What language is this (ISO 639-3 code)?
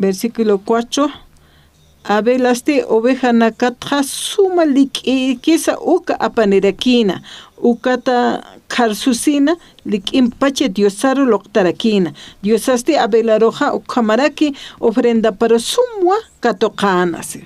aym